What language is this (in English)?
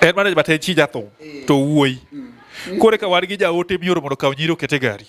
Luo (Kenya and Tanzania)